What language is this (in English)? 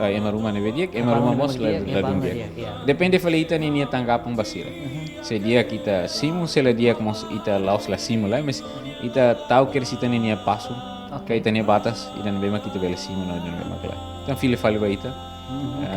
Tetum